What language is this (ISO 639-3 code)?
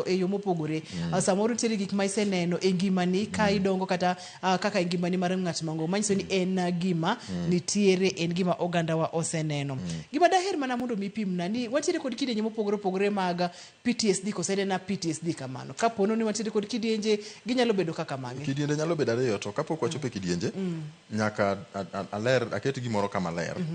luo